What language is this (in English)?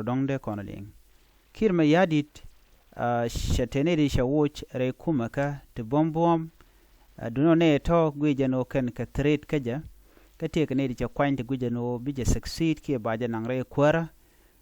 Nuer